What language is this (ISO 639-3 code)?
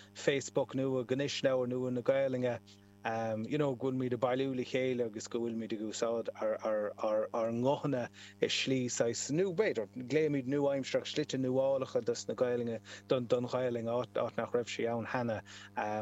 gle